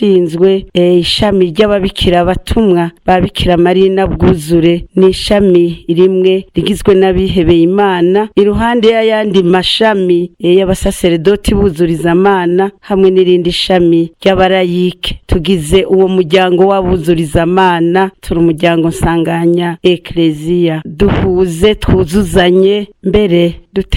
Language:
Rundi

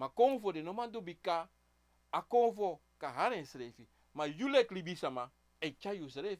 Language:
Sranan Tongo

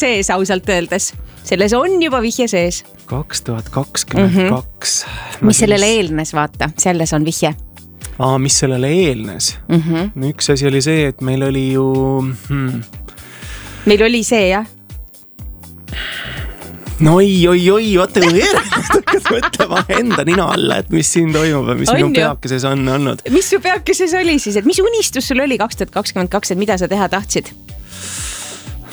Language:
Estonian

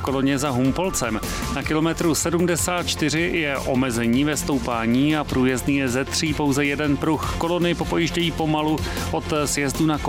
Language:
Czech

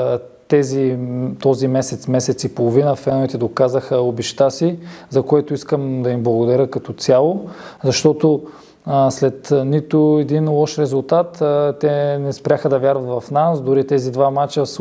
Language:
Bulgarian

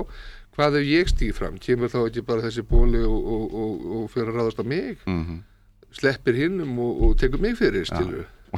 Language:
Icelandic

